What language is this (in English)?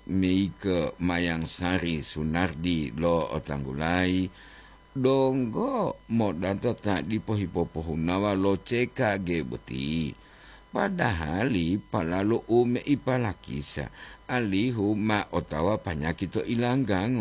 Gorontalo